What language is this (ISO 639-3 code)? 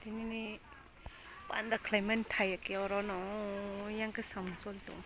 trp